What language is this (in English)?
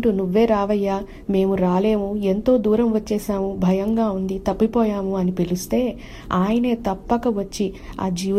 Telugu